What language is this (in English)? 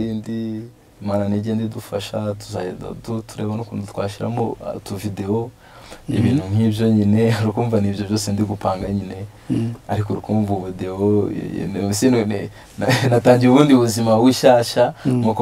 Kinyarwanda